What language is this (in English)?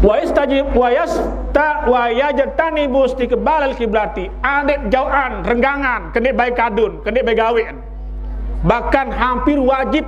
Sasak